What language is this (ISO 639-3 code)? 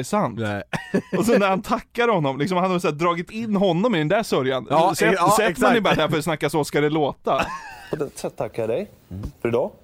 swe